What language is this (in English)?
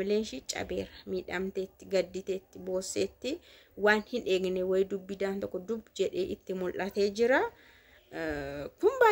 Oromo